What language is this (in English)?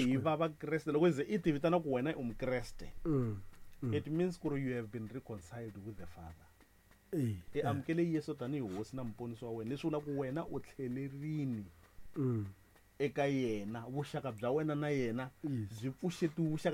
Tsonga